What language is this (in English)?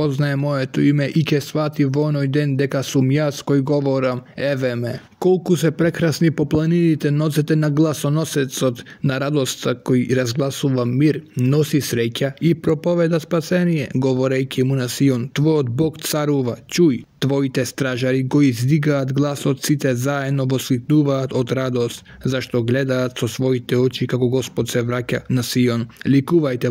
Macedonian